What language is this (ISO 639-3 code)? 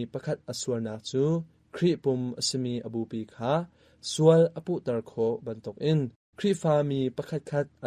cnh